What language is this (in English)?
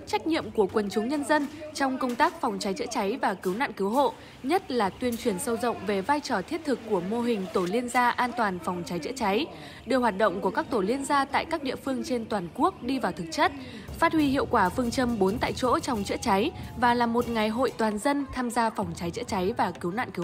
Vietnamese